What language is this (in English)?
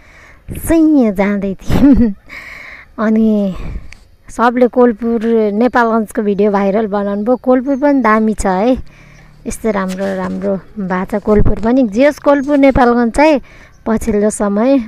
Nepali